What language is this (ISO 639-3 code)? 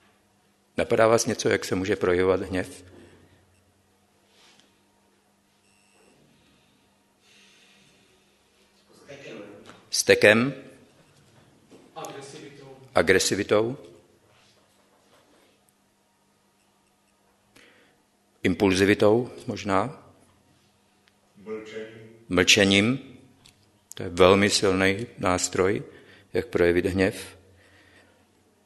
ces